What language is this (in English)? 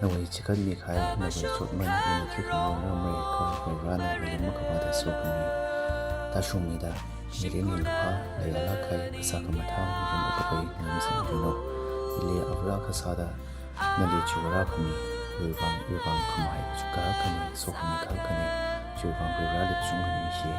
Tangkhul Naga (India)